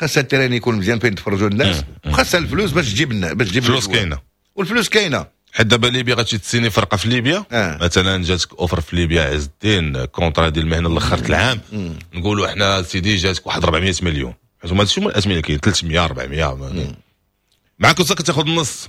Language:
Moroccan Arabic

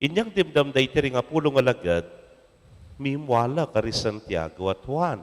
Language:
Pampanga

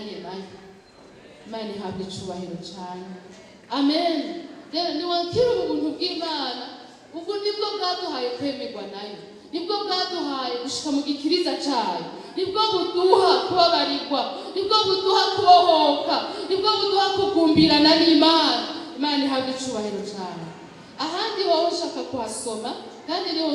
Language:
Rundi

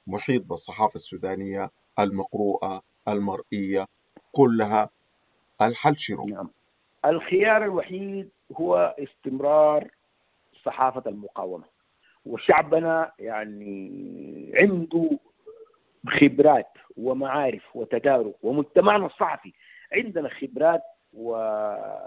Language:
Sudanese Arabic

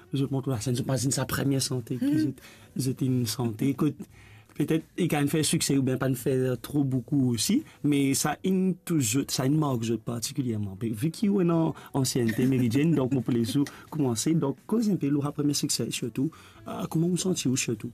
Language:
Morisyen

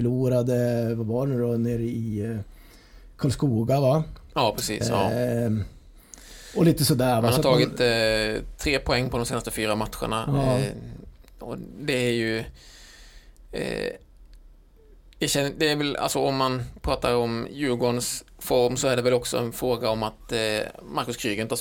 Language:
Swedish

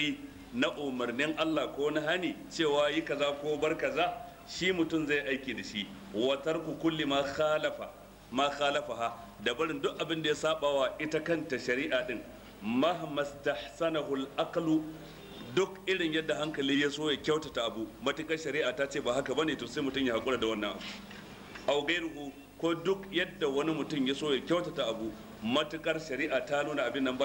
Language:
Hausa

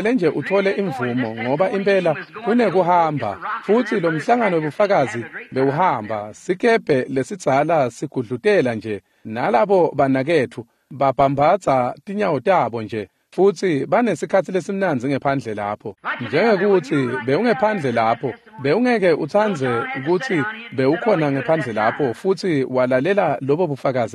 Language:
Swati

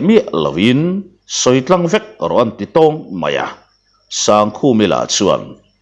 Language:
Mizo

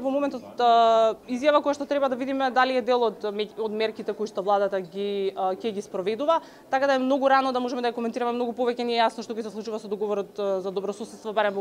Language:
Macedonian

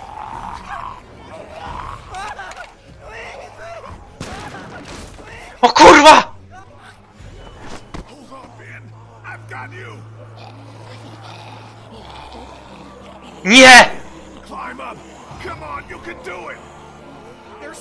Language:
Polish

